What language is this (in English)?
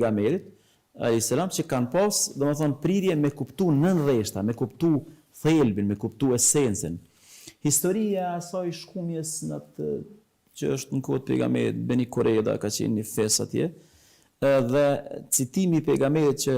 Albanian